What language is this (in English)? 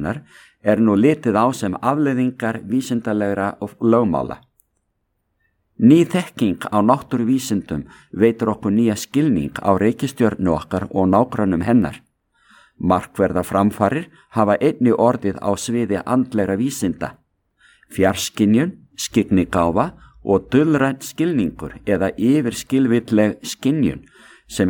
Icelandic